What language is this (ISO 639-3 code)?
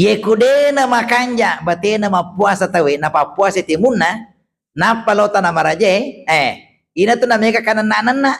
bug